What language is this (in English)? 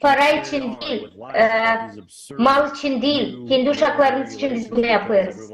Gagauz